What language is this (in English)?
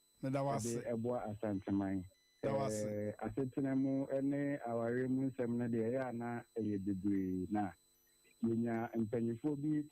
Akan